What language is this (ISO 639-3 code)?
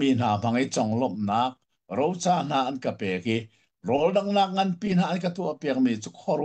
cnh